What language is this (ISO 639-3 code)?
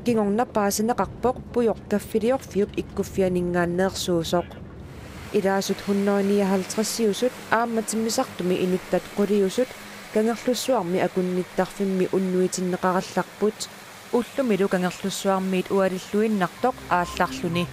kal